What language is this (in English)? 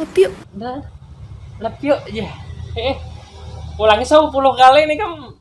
Banjar